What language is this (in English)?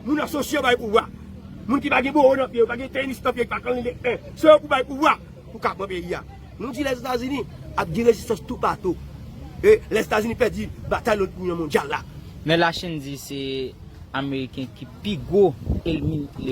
Haitian Creole